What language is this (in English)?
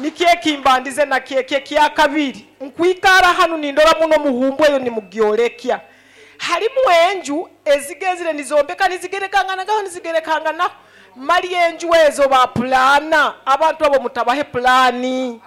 Nyoro